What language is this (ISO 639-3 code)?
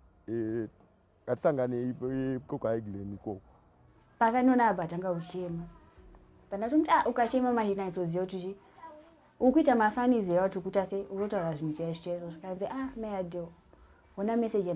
sna